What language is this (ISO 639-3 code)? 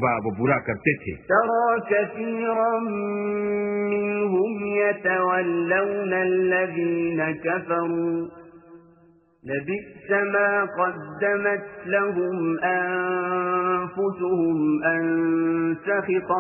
urd